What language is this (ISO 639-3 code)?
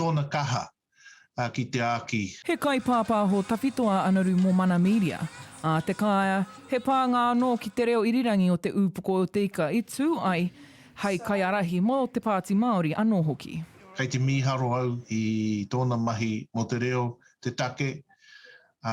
mri